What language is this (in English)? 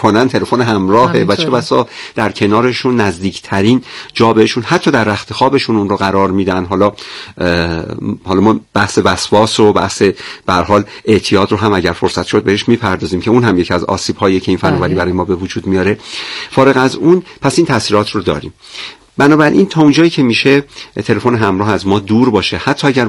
Persian